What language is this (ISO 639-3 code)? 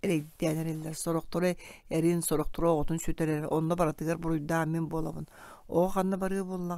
sah